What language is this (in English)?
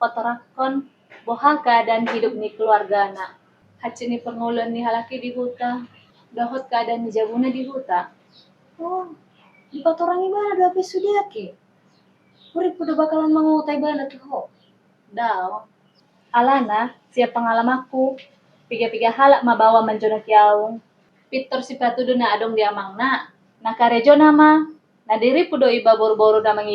Batak Toba